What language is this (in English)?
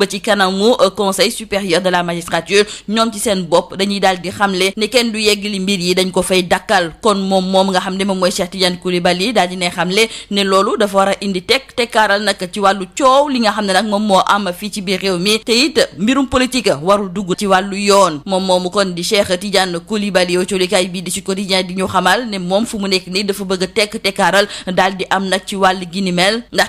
Wolof